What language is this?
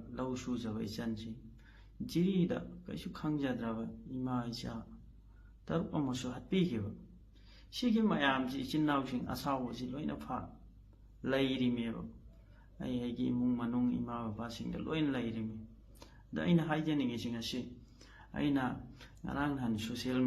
Manipuri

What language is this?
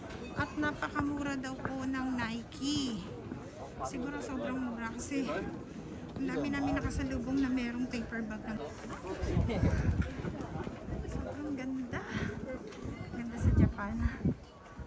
Filipino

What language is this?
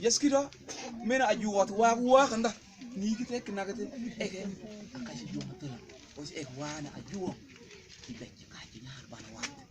Mabaan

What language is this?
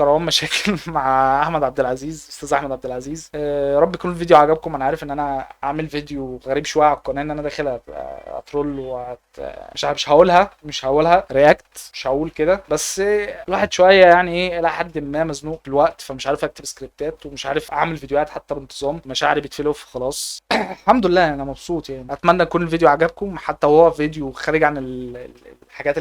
Egyptian Arabic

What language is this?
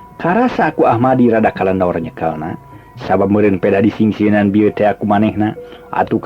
Sundanese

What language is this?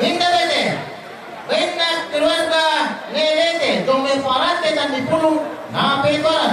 Toraja-Sa'dan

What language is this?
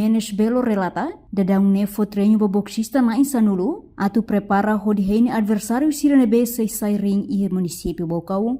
Tetum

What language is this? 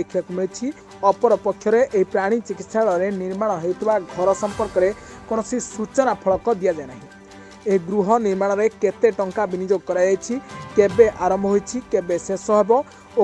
Odia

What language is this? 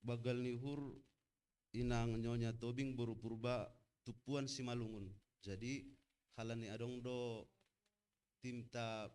Batak Simalungun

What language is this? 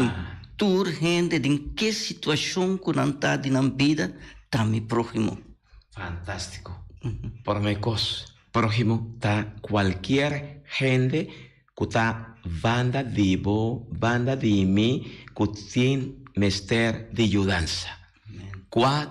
Papiamento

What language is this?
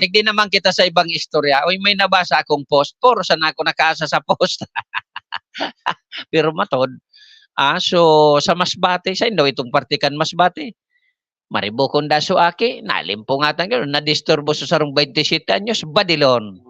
Bikol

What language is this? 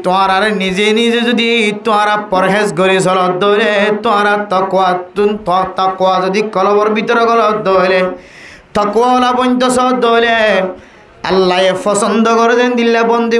Rohingya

